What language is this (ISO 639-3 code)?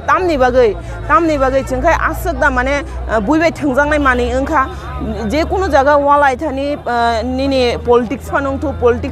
trp